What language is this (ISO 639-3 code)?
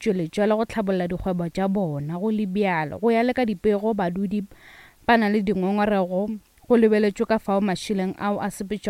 nso